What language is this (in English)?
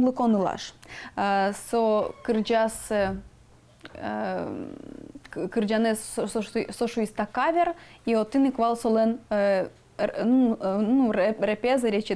Udmurt